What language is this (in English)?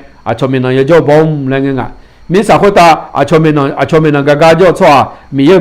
Akha